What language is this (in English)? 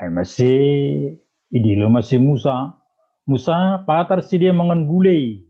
Batak Simalungun